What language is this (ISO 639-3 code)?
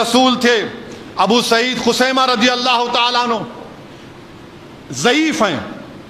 urd